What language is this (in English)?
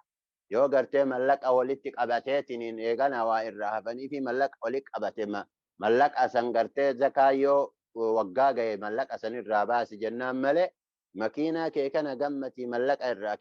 Oromo